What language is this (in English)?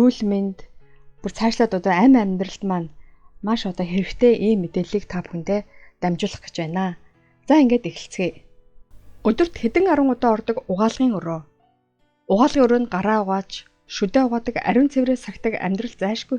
Mongolian